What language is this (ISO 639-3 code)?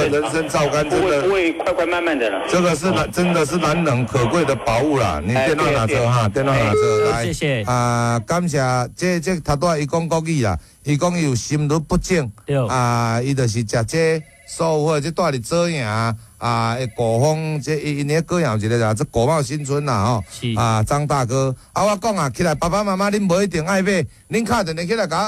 nan